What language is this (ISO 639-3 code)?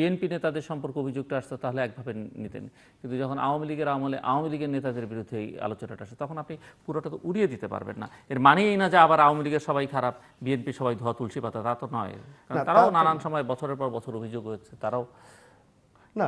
ben